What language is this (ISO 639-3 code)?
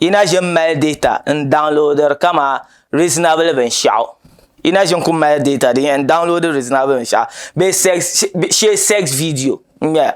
dag